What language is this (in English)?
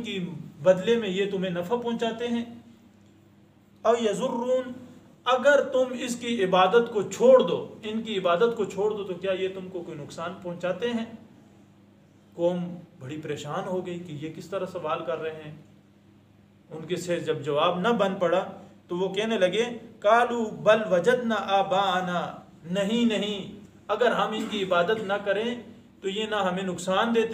Urdu